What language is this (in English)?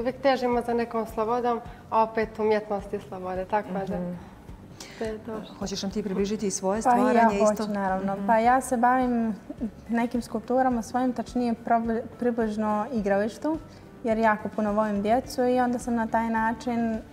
Bosnian